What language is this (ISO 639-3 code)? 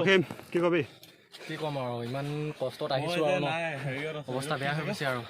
asm